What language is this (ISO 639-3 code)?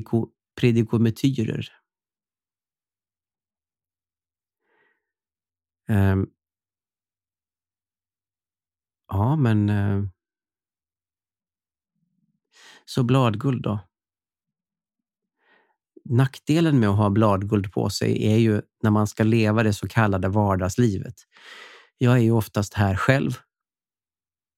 swe